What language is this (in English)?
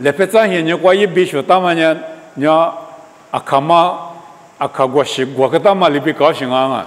Lisu